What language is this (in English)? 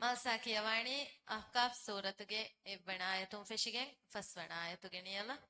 Divehi